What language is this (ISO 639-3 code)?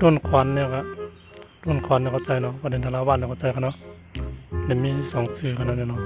shn